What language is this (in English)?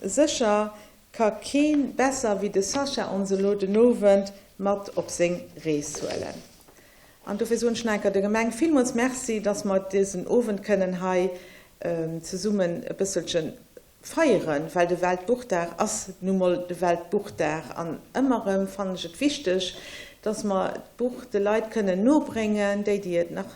Luxembourgish